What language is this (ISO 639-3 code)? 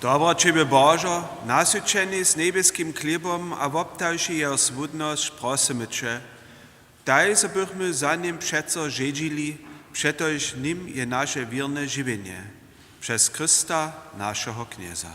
hsb